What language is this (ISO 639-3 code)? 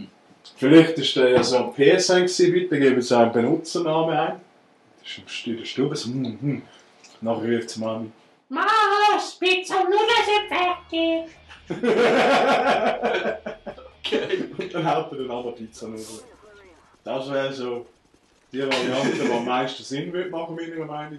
gsw